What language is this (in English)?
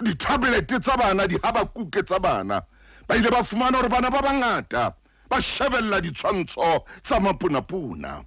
Southern Sotho